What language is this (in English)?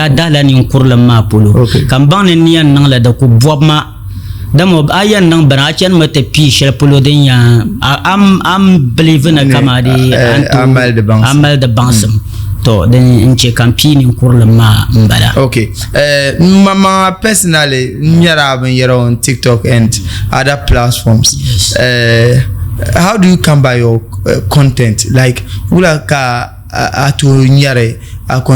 Dagbani